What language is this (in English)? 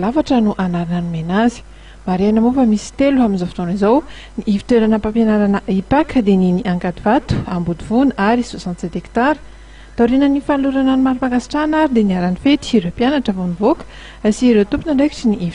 Malagasy